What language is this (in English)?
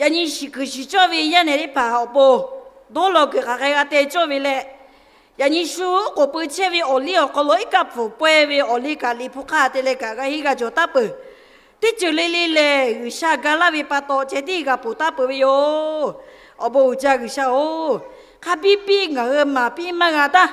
Lahu